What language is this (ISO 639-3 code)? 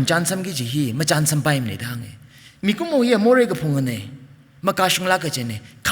nmf